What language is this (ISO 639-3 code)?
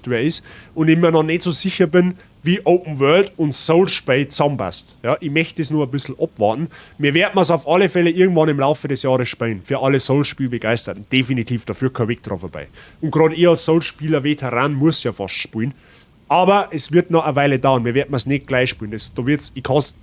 bar